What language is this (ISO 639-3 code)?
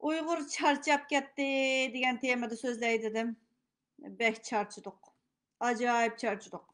uig